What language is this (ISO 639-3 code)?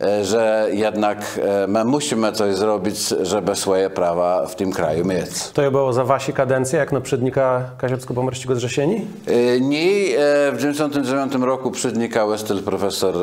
csb